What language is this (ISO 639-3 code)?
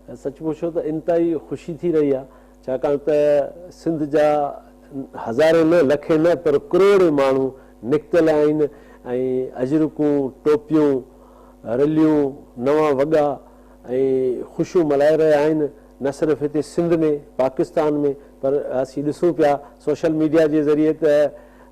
snd